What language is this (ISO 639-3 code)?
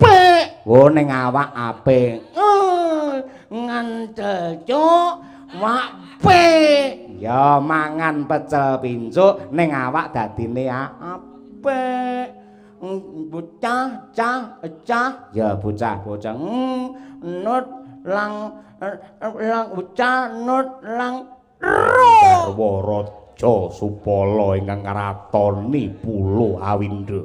jav